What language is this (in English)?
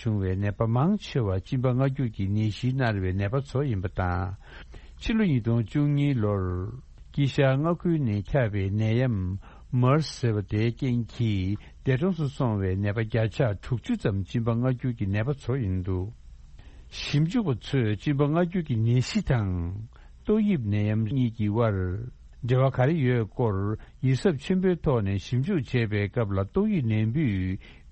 Tibetan